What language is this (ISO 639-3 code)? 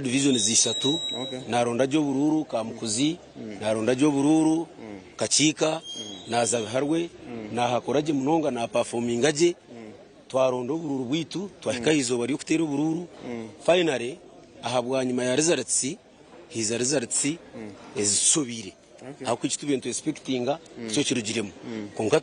nyn